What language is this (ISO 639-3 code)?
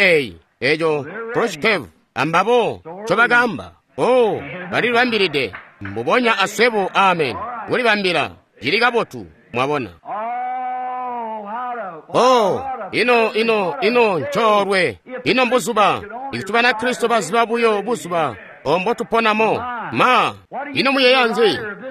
toi